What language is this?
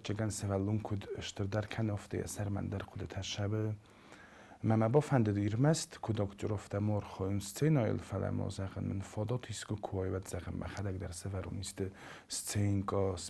Ossetic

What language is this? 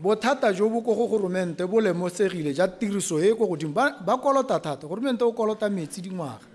Tswana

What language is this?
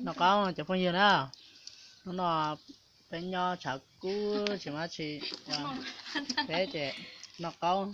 Hmong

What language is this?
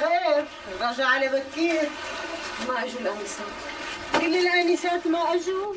North Levantine Arabic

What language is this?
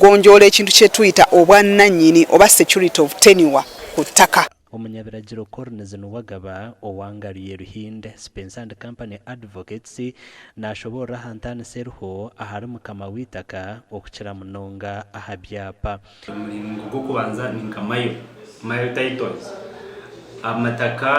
Nyankole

